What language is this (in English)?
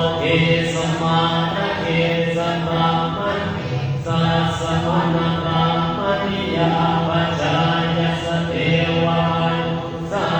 Pali